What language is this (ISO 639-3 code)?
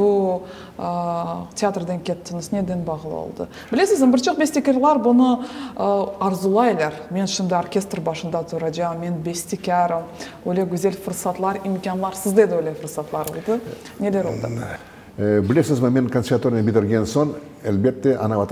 crh